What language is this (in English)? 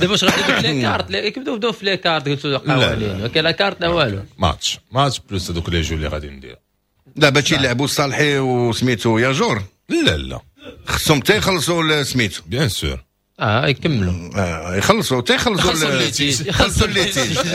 Moroccan Arabic